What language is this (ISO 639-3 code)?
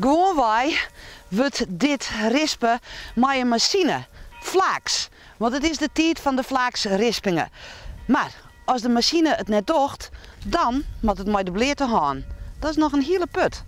fry